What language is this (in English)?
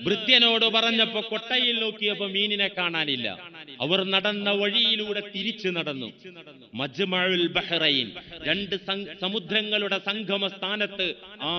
Malayalam